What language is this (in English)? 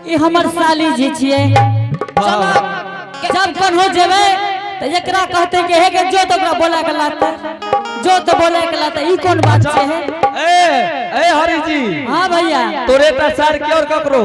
Angika